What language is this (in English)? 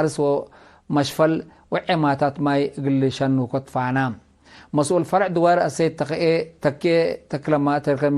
Tigre